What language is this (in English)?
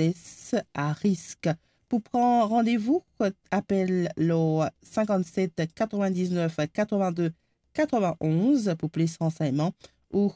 Morisyen